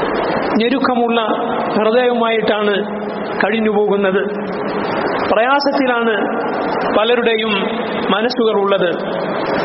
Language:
Malayalam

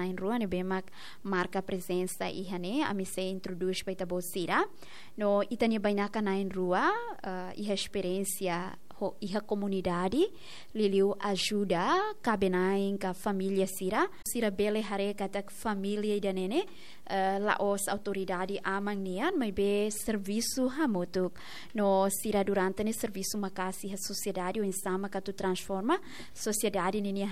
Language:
Tetum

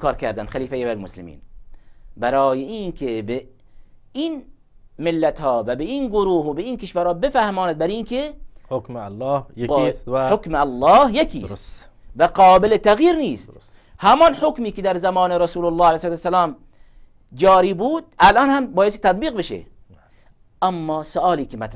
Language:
Persian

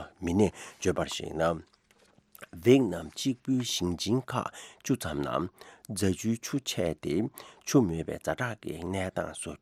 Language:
Tibetan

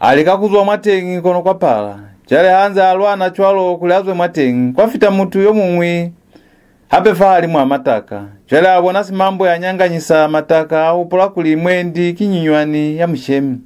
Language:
Lozi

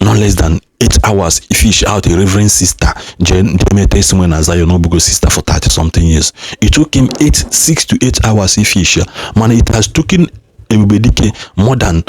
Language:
Igbo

